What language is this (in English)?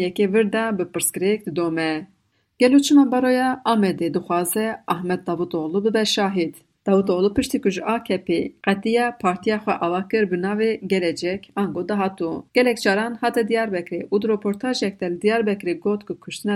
Kurdish